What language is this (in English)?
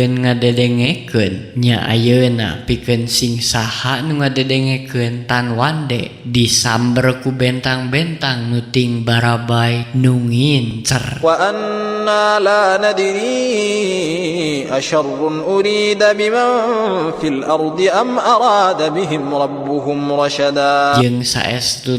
Sundanese